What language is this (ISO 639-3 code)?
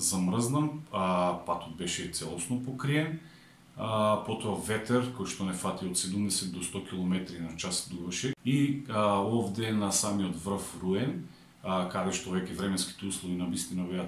mkd